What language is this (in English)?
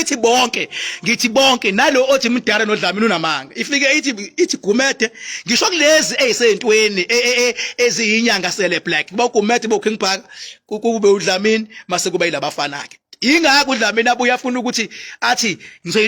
Zulu